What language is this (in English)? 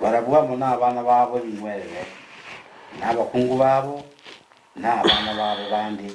Gusii